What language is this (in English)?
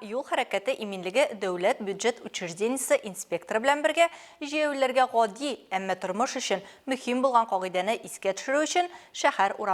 Tatar